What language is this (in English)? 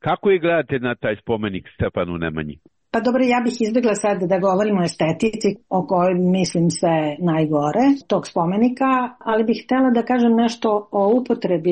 Serbian